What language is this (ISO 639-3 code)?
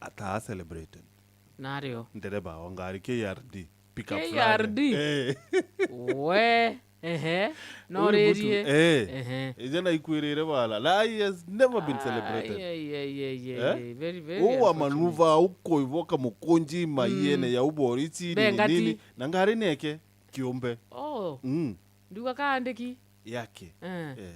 mer